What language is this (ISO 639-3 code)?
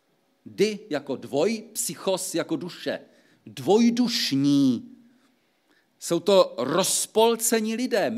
ces